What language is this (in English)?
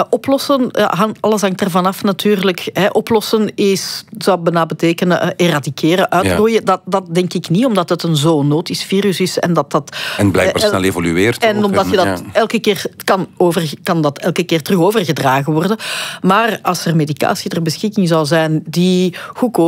Dutch